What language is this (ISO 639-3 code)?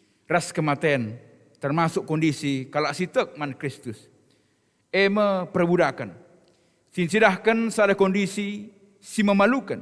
btx